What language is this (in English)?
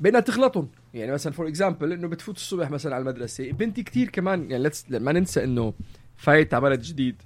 North Levantine Arabic